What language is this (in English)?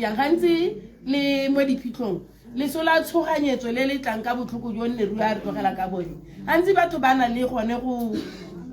Tswana